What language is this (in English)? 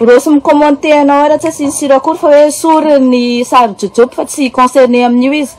Malagasy